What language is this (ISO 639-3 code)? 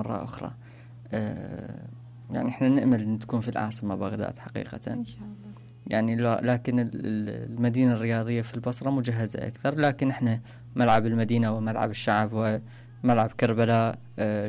acm